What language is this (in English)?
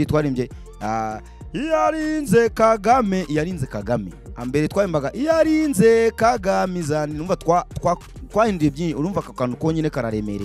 Kinyarwanda